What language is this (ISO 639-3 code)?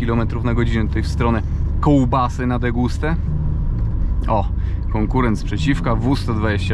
pol